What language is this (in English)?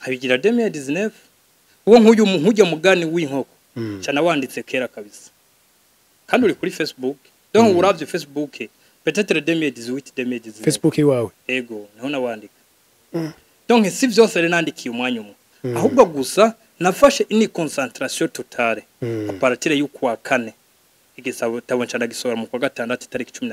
Rundi